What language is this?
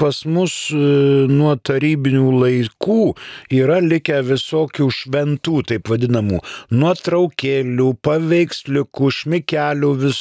Lithuanian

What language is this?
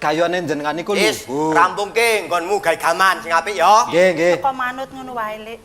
Javanese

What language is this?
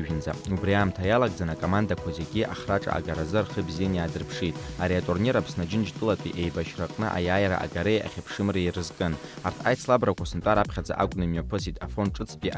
Abkhazian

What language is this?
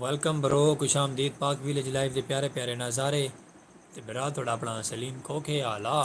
Saraiki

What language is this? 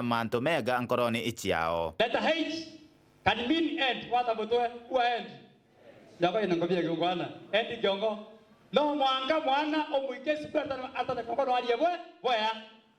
Meru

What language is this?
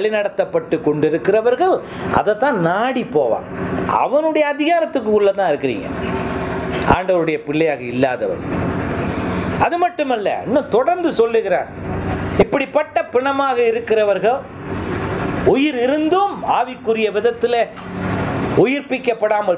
Tamil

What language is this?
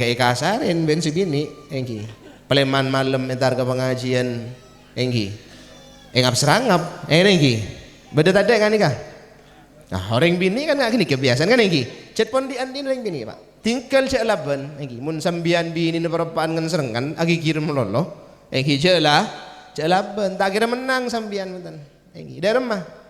Madurese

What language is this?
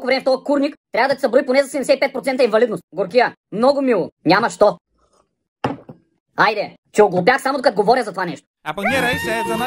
Bulgarian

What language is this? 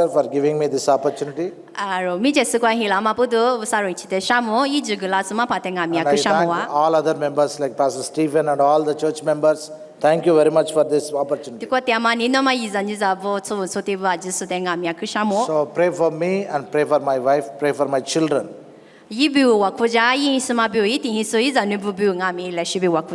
Lisu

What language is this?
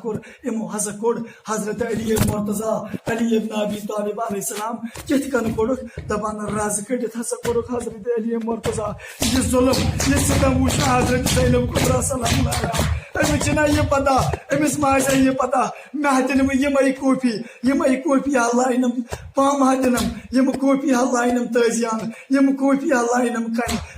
Kashmiri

